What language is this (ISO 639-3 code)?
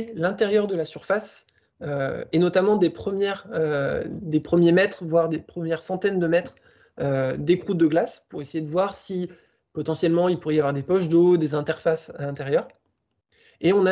fra